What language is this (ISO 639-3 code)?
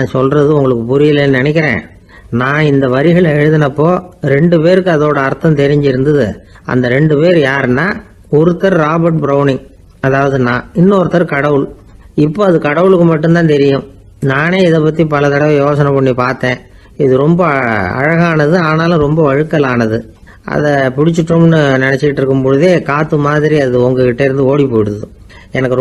tam